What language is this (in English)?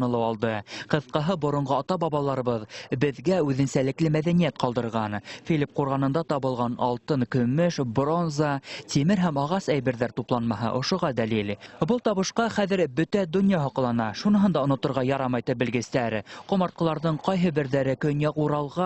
Bashkir